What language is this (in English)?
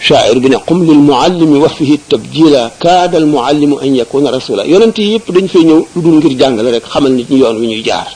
Wolof